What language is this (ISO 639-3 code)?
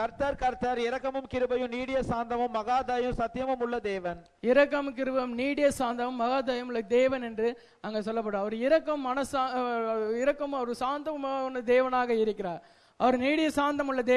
tam